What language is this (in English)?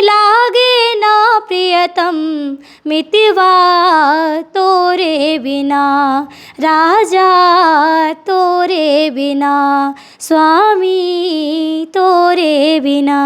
Chhattisgarhi